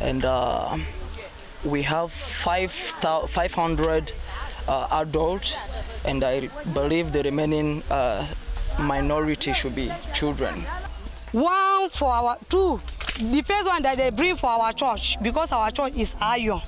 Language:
Nigerian Pidgin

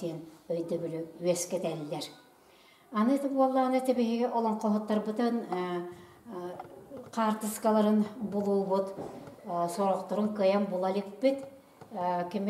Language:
Yakut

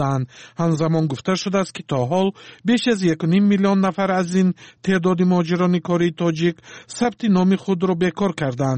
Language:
Tajik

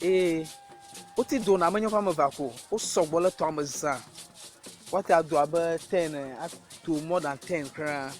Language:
Ewe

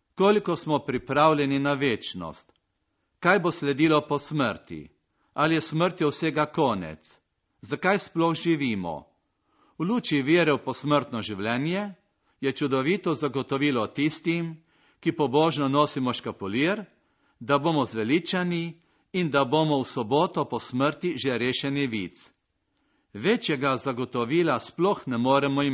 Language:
Slovenian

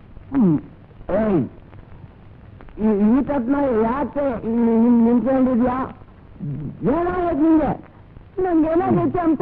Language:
Kannada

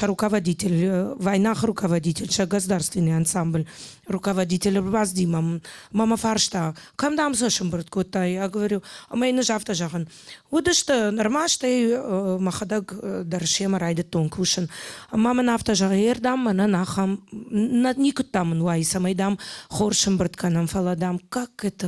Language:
Ossetic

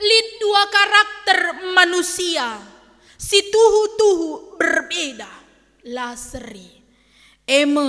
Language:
Batak Karo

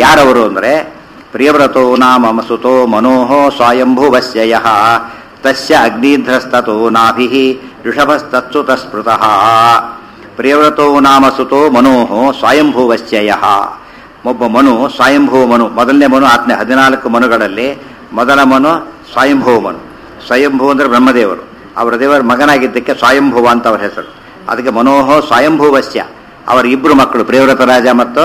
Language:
Kannada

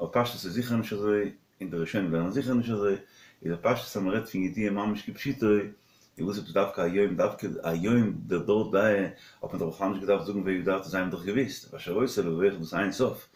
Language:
Yiddish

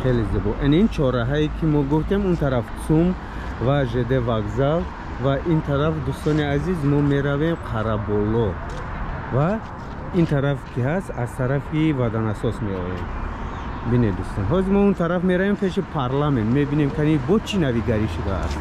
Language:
Tajik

